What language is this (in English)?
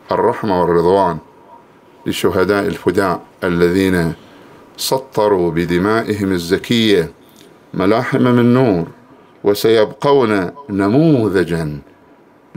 Arabic